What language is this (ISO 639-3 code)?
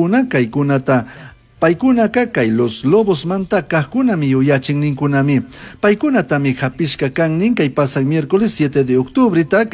qug